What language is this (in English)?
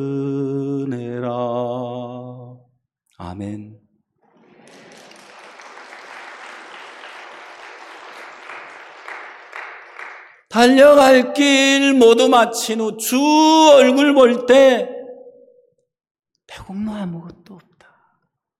Korean